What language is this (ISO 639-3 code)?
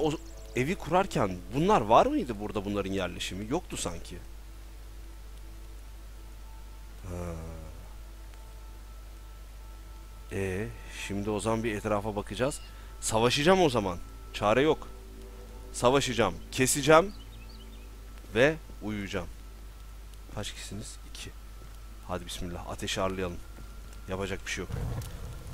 tur